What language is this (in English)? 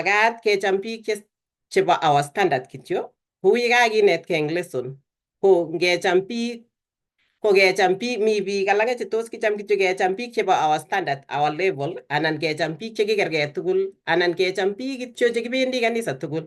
Kalenjin